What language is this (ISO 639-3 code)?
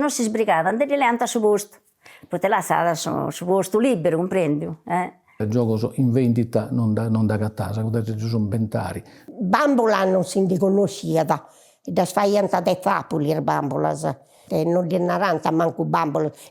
srd